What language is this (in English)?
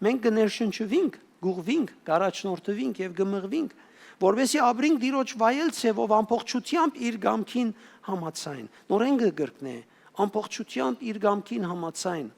Western Armenian